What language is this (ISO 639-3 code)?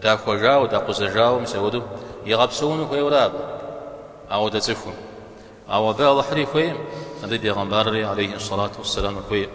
kbd